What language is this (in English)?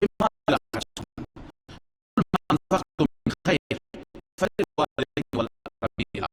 Persian